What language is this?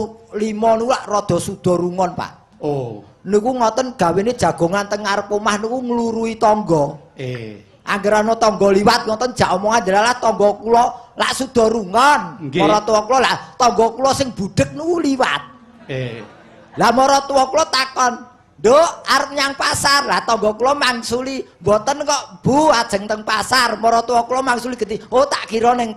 Javanese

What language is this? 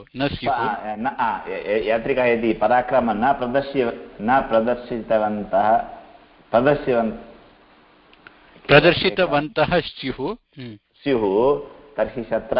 Sanskrit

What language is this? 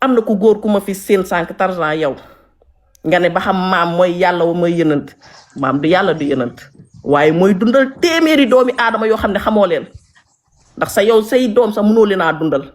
Wolof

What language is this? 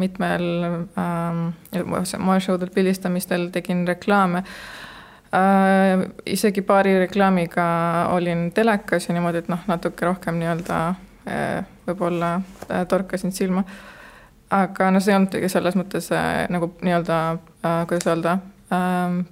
Estonian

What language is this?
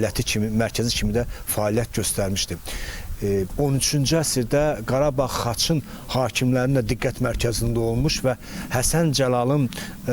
Azerbaijani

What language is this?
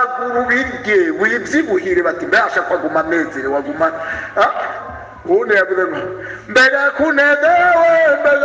Rundi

